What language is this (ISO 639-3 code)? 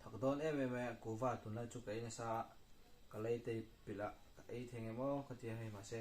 lus